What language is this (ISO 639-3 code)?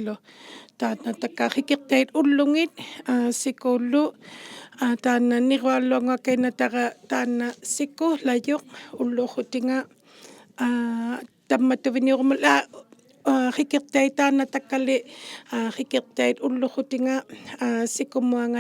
iku